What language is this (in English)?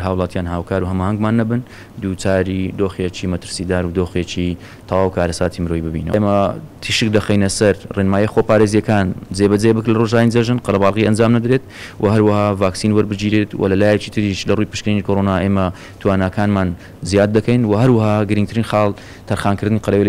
Central Kurdish